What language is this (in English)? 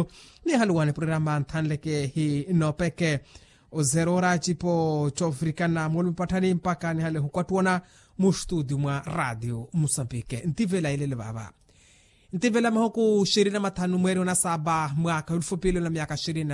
Makhuwa